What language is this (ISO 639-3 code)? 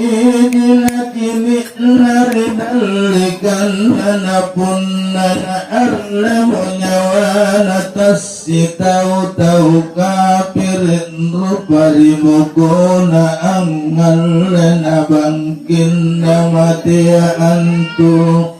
mak